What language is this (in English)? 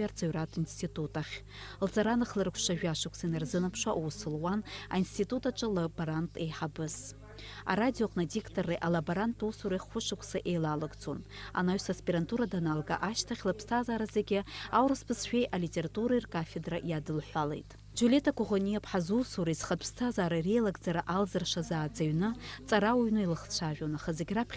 Abkhazian